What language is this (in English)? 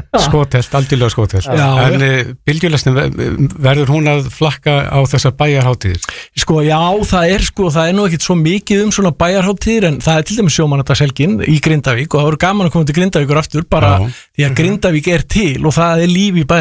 Icelandic